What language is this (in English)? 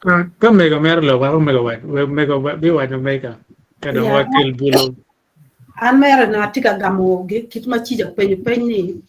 Acoli